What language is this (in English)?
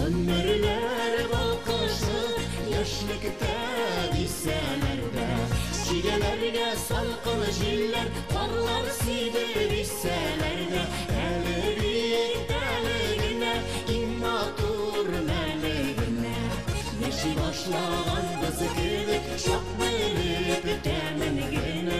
Bashkir